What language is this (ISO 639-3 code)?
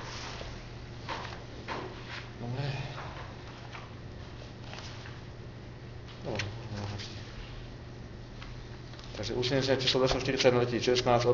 slk